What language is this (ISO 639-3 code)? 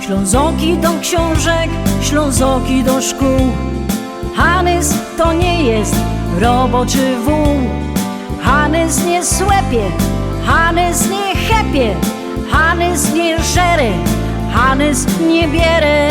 szl